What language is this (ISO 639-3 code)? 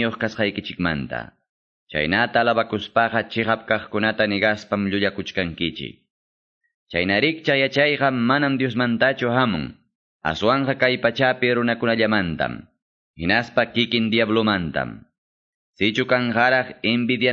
que